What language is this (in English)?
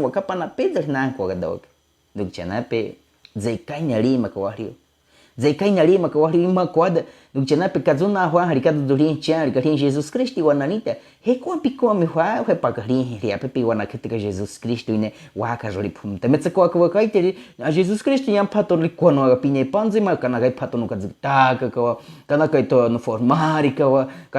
Baniwa